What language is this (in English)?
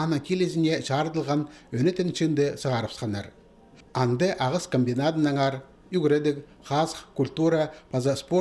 Khakas